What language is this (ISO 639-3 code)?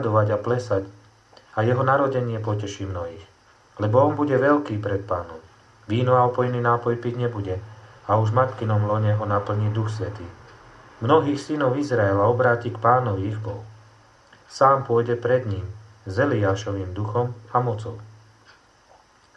slk